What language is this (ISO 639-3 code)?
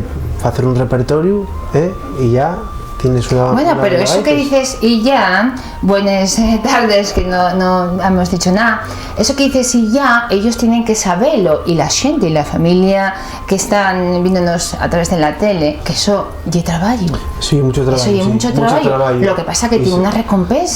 ast